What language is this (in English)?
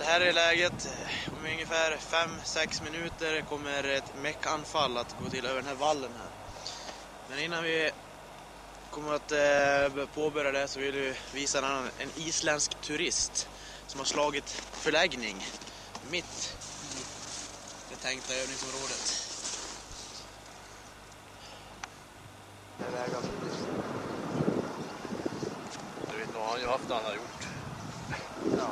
Swedish